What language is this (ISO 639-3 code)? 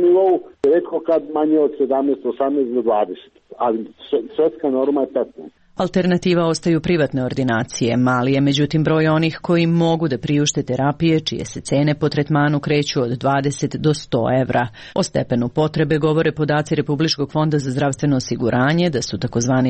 srp